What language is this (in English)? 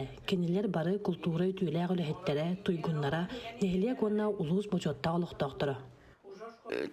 Yakut